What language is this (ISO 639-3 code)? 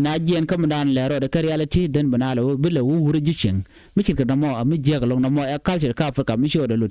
nus